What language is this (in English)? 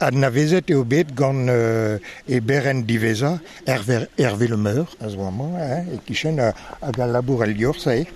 Breton